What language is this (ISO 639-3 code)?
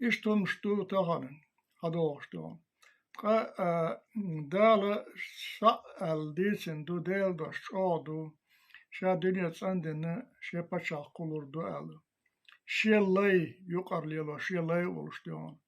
che